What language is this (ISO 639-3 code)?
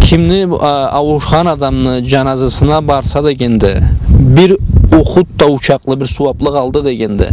krc